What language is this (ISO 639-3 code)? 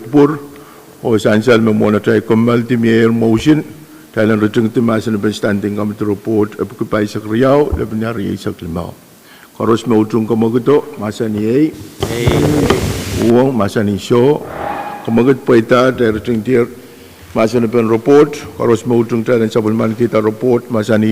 pon